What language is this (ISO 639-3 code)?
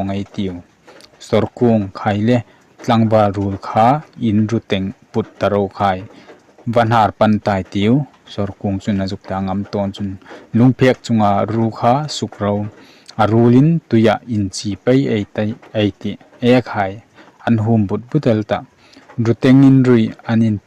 hmr